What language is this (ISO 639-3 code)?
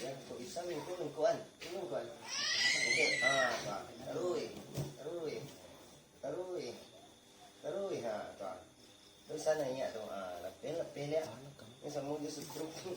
min